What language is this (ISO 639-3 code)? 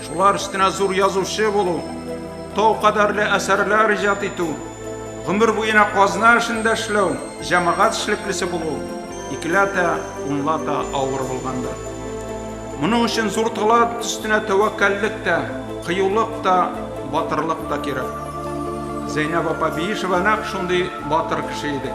bak